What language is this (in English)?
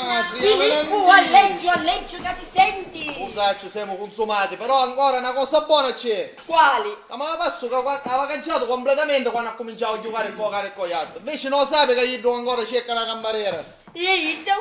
Sicilian